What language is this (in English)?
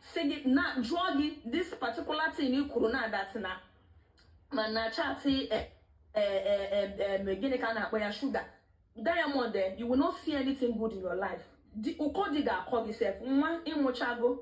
Igbo